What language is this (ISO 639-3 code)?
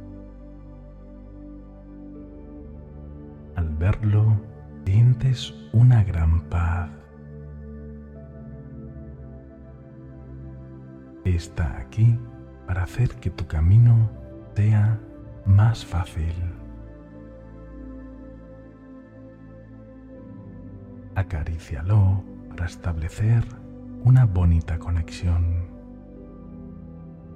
spa